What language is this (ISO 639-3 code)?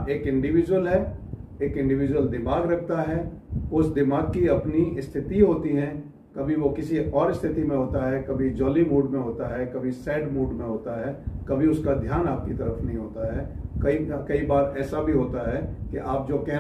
hin